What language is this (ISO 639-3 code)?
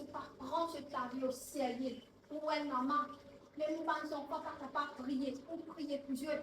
mfe